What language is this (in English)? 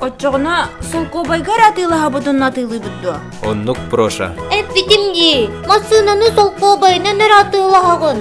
Yakut